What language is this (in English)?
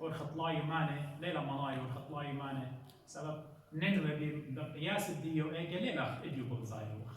Assyrian Neo-Aramaic